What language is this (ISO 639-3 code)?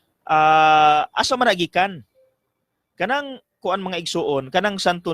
ceb